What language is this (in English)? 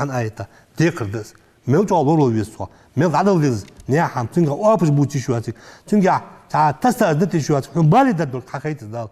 Ingush